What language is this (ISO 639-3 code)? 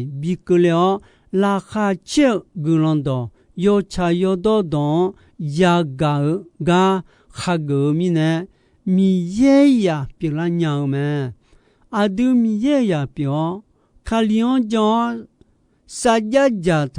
ahk